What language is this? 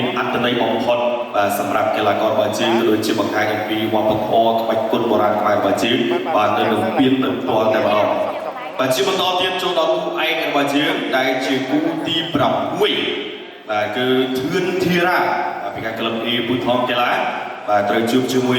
Khmer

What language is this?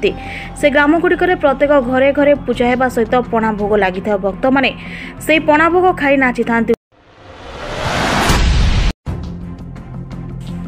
Odia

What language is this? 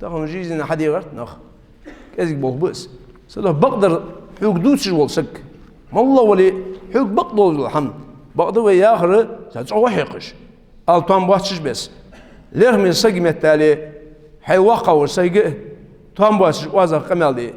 Ingush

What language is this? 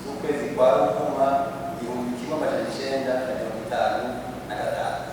Rundi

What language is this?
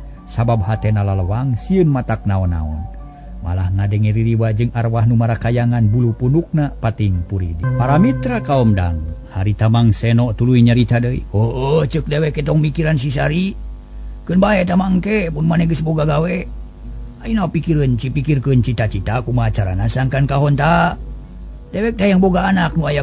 Sundanese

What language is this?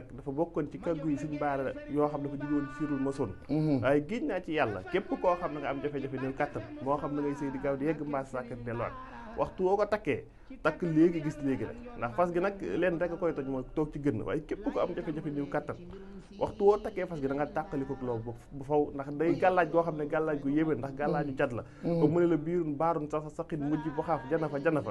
Wolof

